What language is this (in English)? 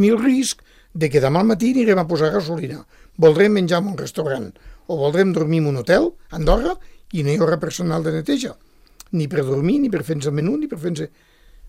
Catalan